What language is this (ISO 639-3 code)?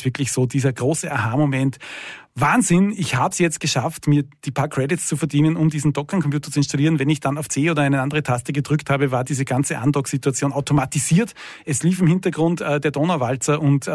deu